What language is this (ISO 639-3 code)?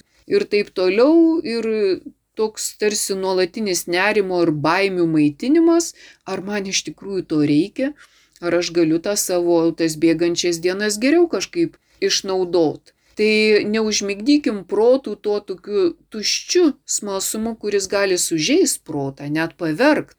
lit